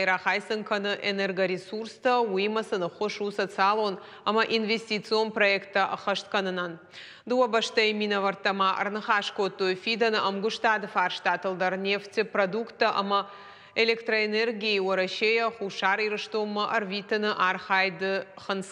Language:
Ossetic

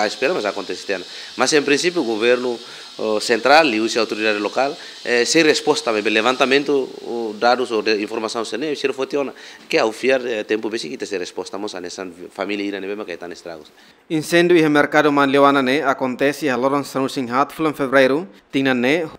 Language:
Tetum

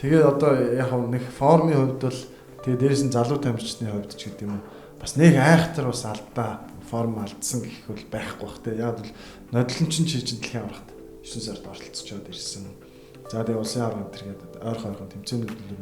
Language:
Mongolian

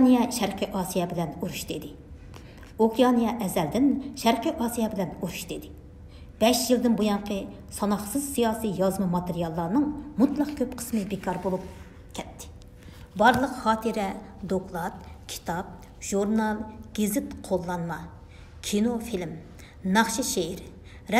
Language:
Uyghur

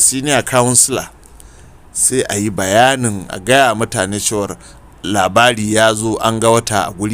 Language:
Hausa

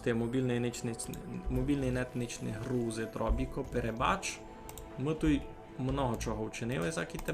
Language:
Rusyn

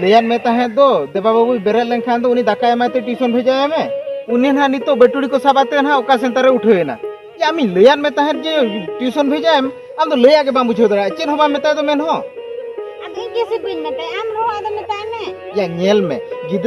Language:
Santali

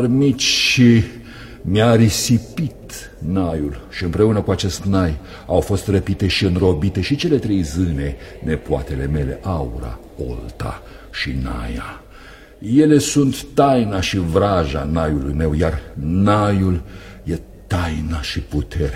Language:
Romanian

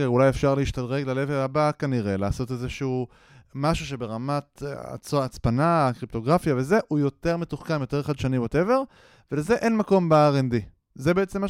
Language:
Hebrew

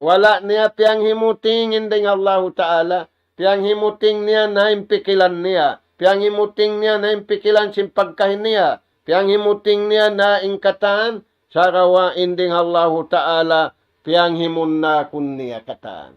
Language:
Tausug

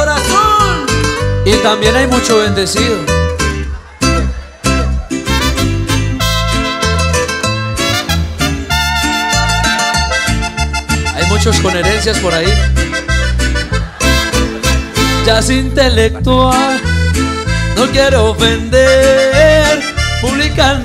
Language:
Spanish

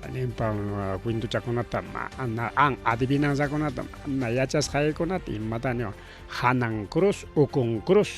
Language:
Ayacucho Quechua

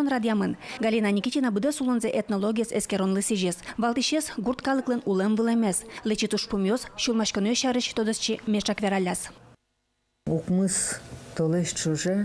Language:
Udmurt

